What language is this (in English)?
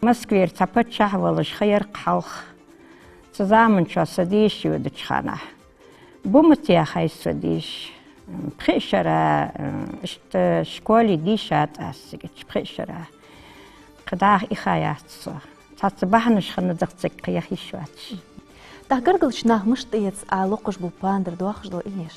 Ingush